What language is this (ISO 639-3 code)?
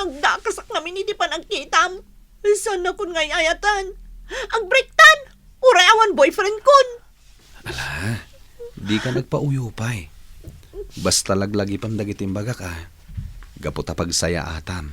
ilo